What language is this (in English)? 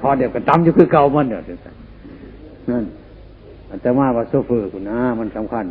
Northeastern Thai